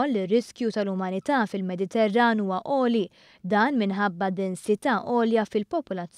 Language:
Maltese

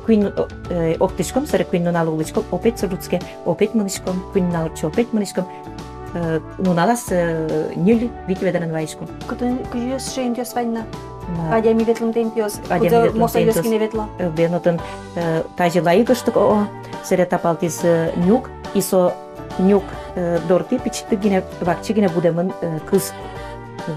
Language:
Udmurt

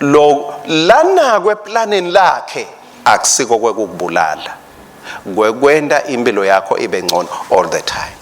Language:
Swati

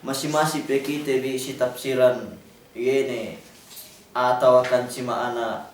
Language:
Yakan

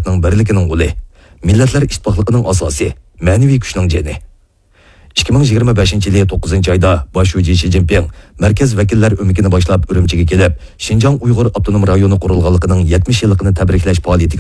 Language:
Uyghur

